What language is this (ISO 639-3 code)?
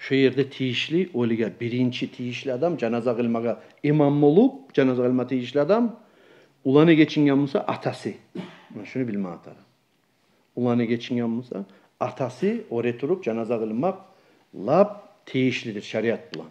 kum